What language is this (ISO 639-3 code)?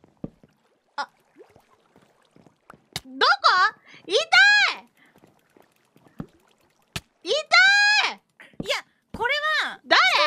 jpn